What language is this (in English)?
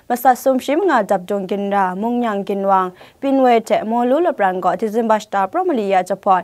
Kachin